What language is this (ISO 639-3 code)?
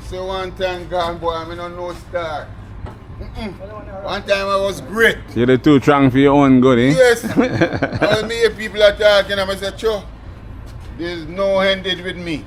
jam